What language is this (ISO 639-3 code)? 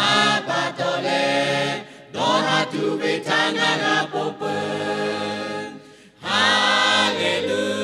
lhu